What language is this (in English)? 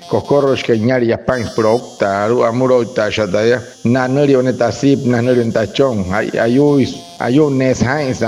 Wayuu